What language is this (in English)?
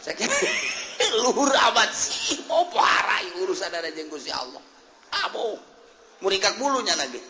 Sundanese